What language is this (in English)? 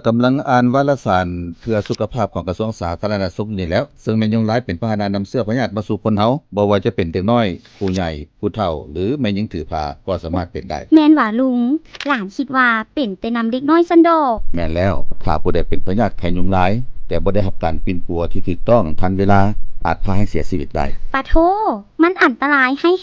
Lao